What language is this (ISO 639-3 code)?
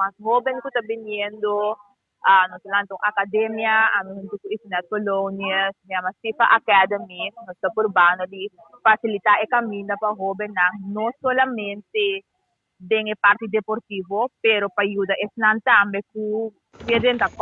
pap